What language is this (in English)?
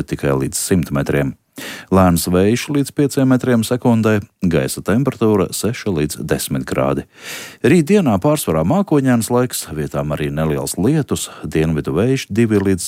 Latvian